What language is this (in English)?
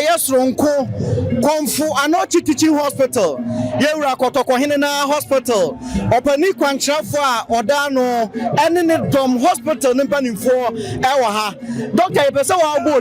Akan